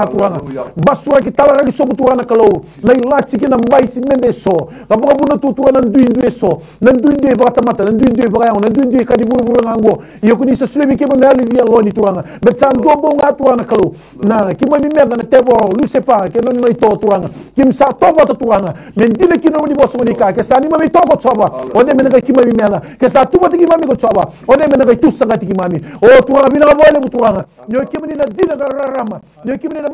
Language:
Fijian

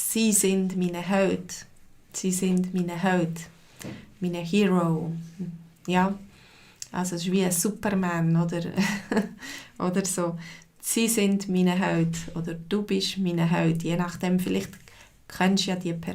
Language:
Swiss German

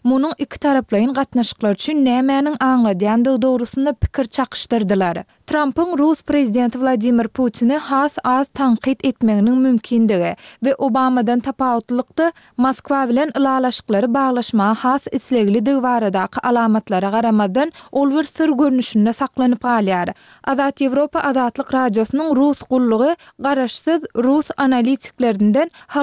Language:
Turkmen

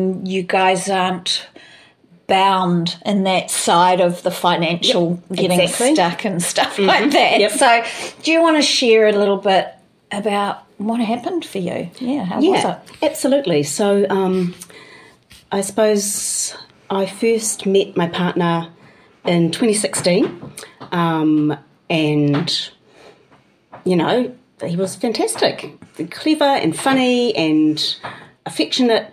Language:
English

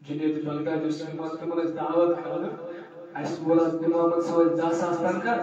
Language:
Kashmiri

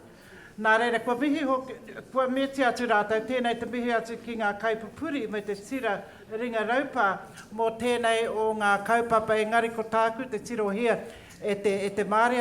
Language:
Māori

